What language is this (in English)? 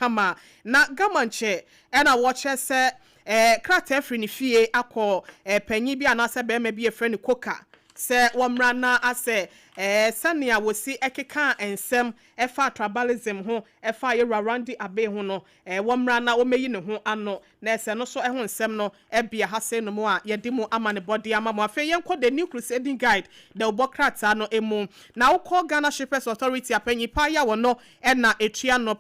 Akan